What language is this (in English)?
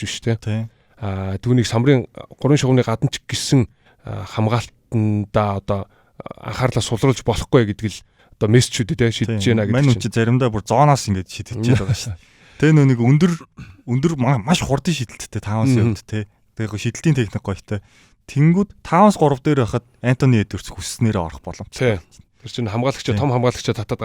Mongolian